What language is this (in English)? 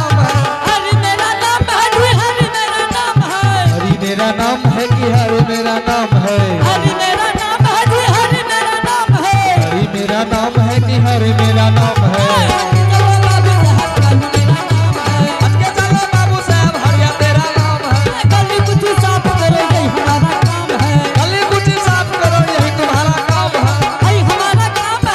Angika